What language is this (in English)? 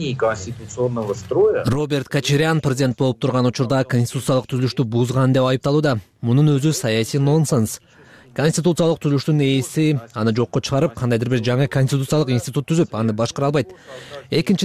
Kyrgyz